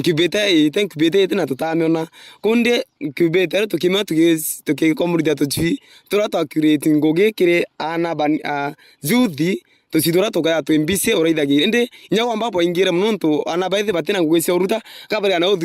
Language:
Meru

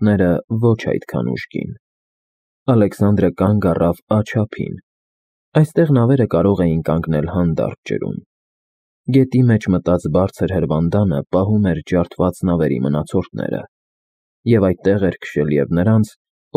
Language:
Armenian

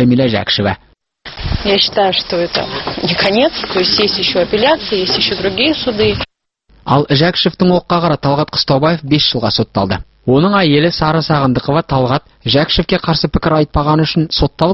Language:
Kazakh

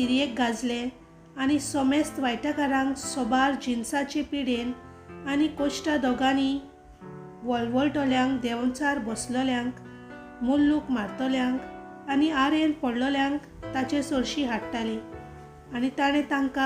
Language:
Konkani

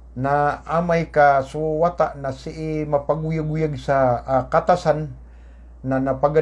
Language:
Maranao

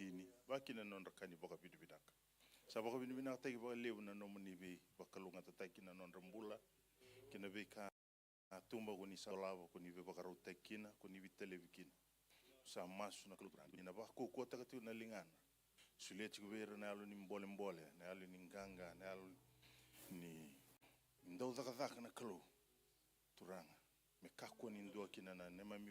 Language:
Fijian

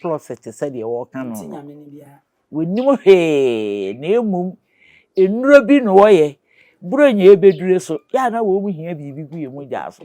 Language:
Akan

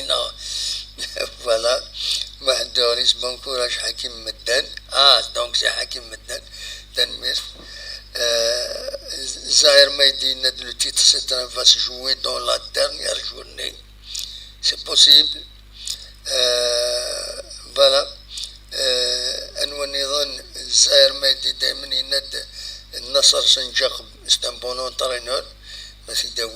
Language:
Kabyle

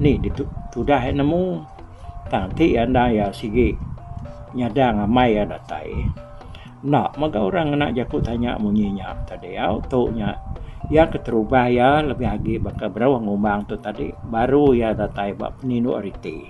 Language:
Iban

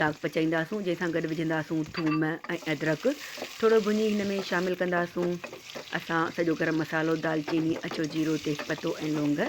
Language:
Sindhi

